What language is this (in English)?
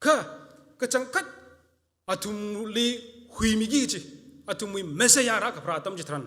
Tangkhul Naga (India)